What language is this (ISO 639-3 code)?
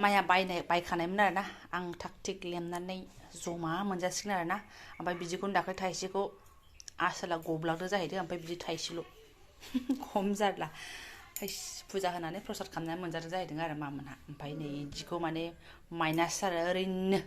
brx